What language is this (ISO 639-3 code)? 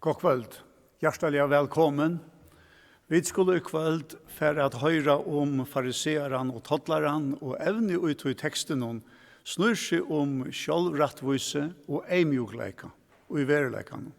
fao